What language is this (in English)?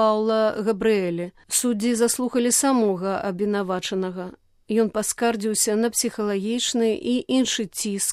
Belarusian